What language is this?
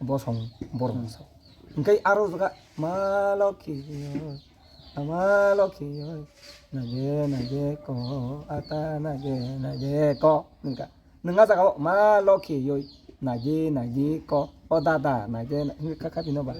Kok Borok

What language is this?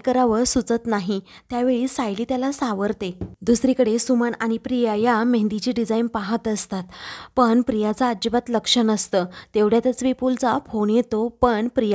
Marathi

